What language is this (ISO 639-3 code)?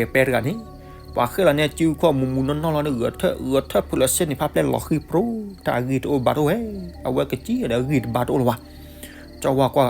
ksw